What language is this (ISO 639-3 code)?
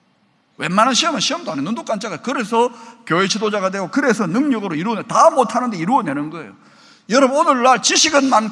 kor